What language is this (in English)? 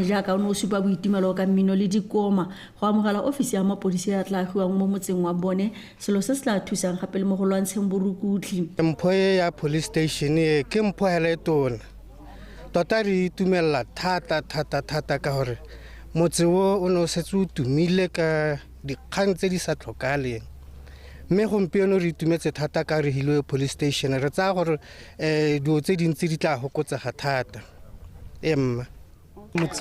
Tswana